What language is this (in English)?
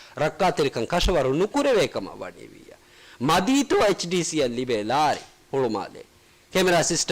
Divehi